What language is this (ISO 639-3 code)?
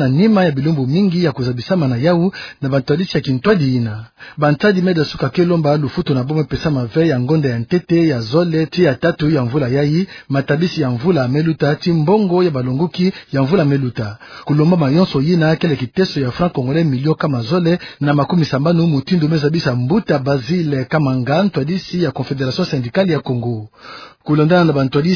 ktu